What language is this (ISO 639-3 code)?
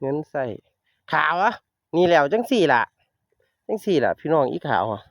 tts